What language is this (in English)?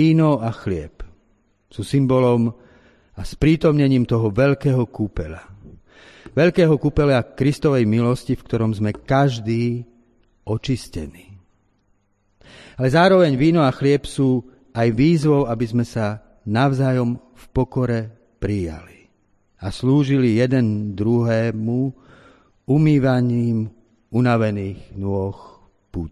Slovak